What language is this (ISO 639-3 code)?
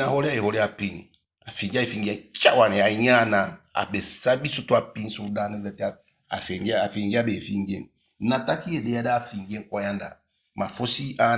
djk